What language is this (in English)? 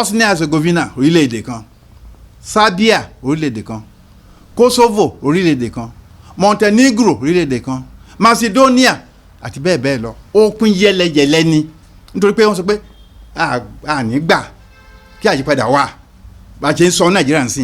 Yoruba